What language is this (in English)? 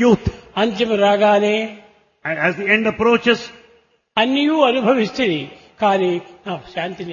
Telugu